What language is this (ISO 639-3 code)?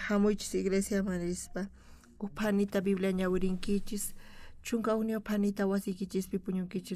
quh